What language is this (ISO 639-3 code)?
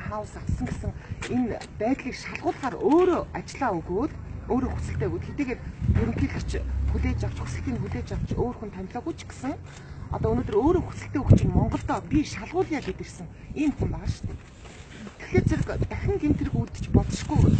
mon